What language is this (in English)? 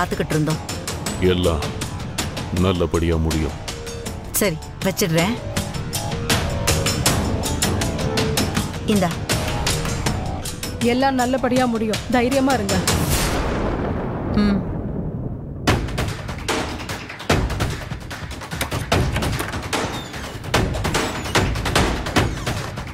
Tamil